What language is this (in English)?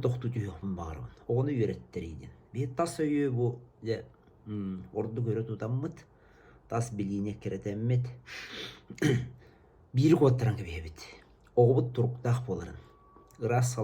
Yakut